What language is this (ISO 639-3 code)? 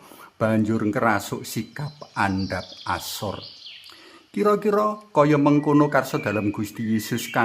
jav